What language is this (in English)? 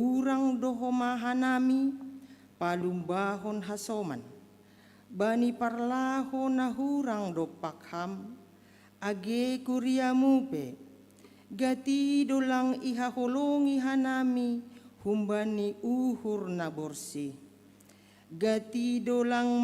Batak Simalungun